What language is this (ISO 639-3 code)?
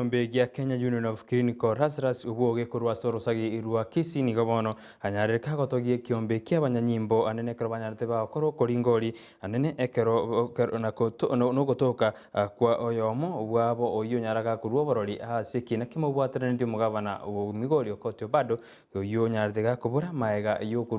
guz